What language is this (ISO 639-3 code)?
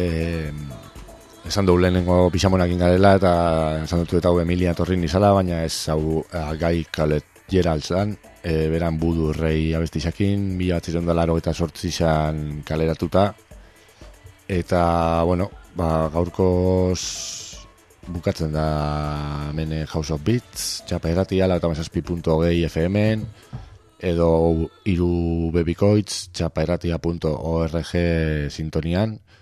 eus